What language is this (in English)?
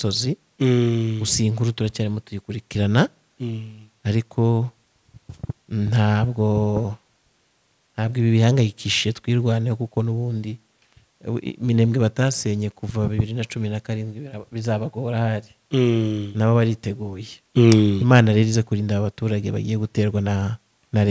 Kinyarwanda